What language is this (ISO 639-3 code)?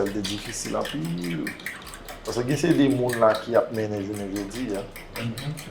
hat